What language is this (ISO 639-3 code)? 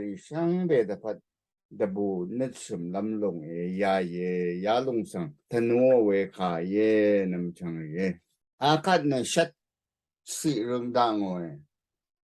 raw